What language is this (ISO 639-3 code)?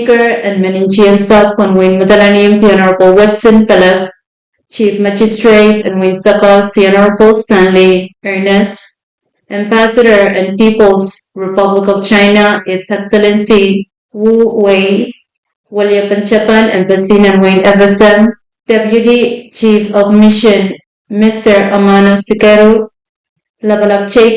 pon